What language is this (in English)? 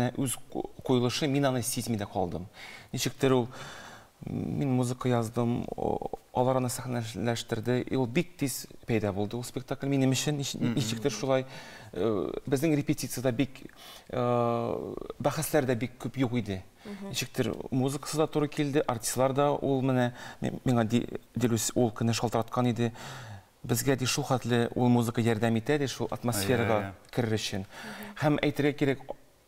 Tatar